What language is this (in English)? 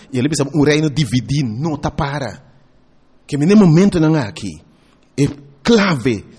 Papiamento